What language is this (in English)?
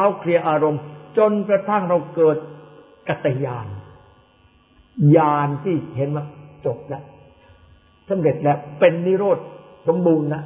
Thai